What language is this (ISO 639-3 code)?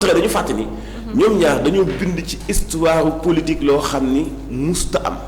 wol